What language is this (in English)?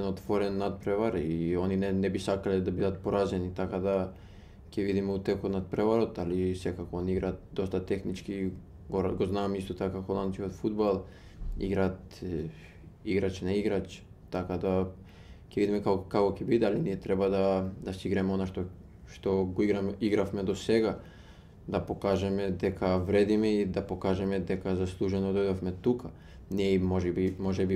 Macedonian